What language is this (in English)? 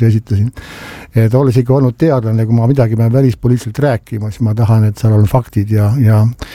Estonian